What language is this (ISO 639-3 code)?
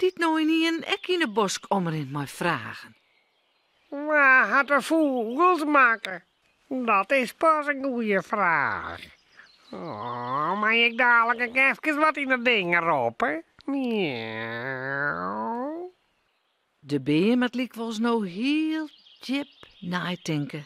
fry